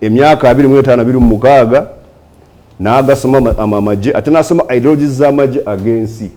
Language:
Ganda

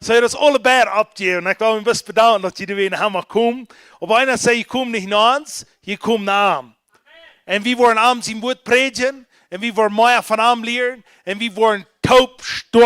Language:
Plautdietsch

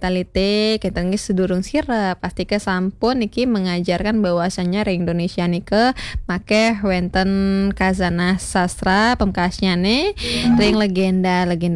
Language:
Balinese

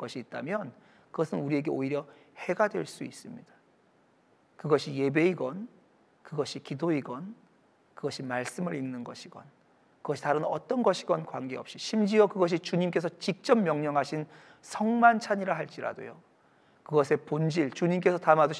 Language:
Korean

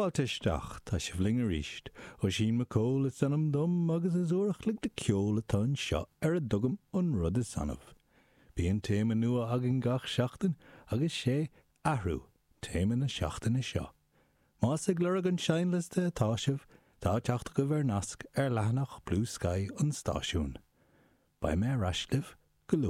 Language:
Irish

